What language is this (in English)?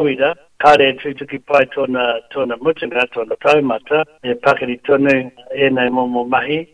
Māori